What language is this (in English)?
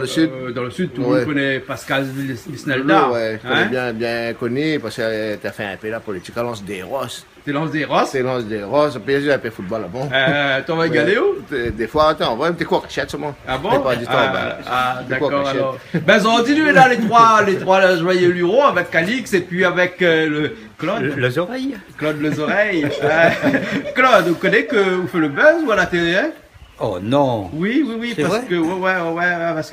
Réunion Creole French